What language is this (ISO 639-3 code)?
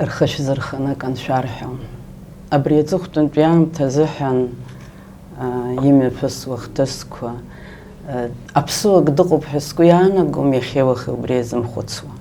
abk